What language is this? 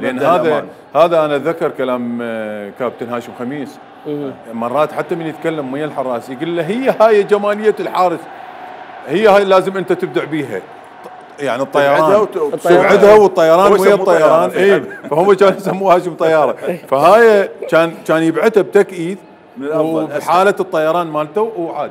Mesopotamian Arabic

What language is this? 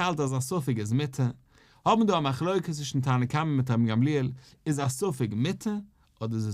Yiddish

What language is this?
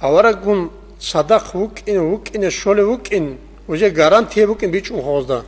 Avaric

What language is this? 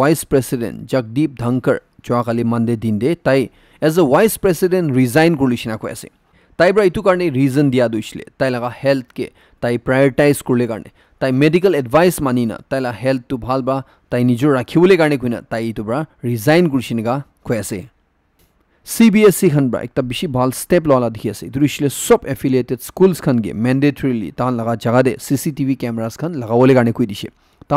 Naga Pidgin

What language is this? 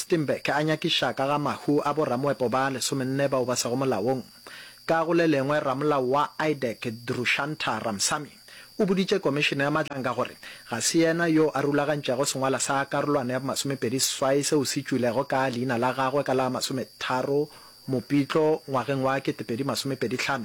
Northern Sotho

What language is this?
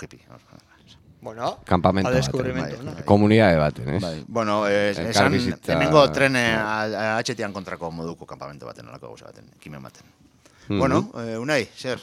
Basque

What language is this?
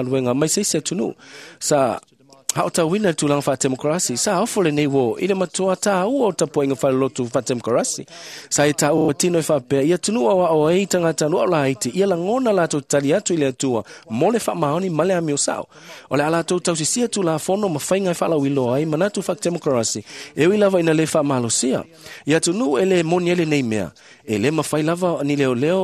Samoan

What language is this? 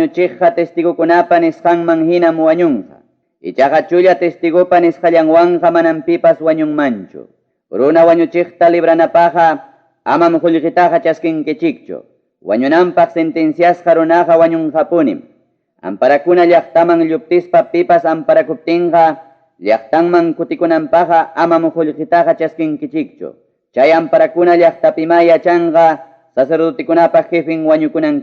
Ayacucho Quechua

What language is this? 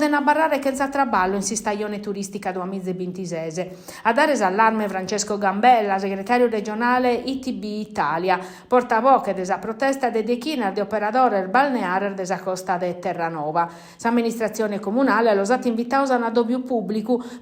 Sardinian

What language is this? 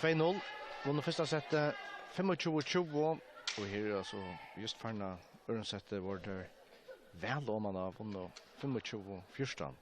Faroese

